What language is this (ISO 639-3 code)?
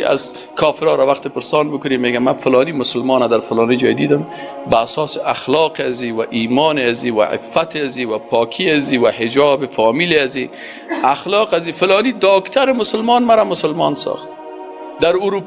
fas